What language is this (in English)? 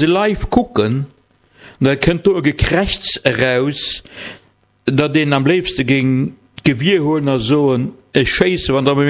Luxembourgish